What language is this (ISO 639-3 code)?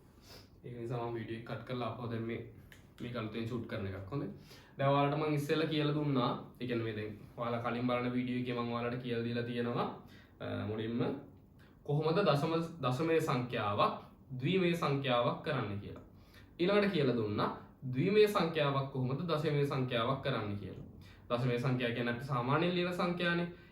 sin